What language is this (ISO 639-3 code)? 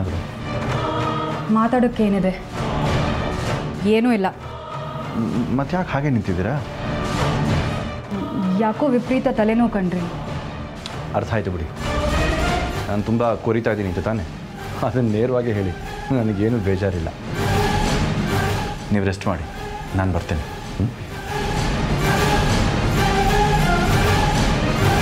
kan